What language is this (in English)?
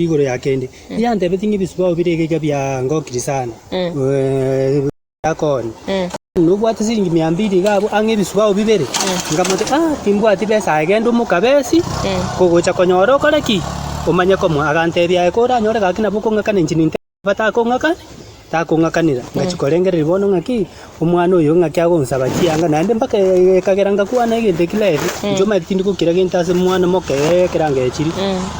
Gusii